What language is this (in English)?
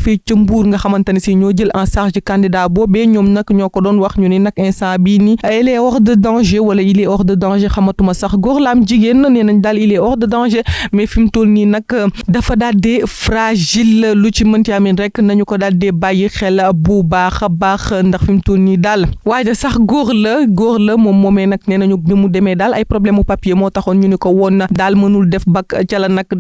Wolof